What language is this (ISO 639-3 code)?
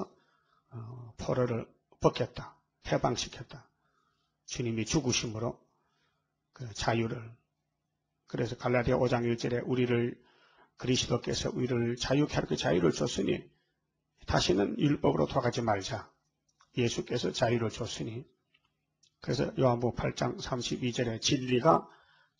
kor